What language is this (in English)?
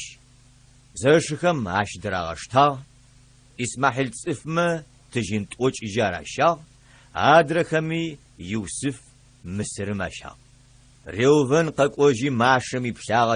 Adyghe